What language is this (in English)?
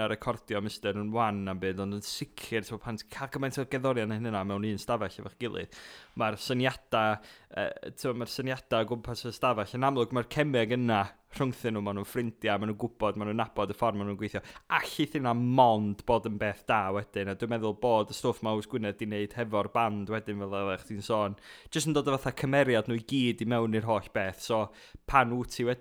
Welsh